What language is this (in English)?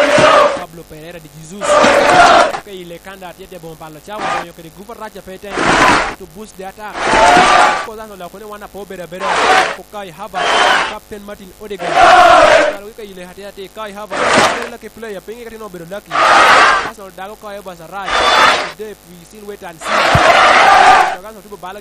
Lango (Uganda)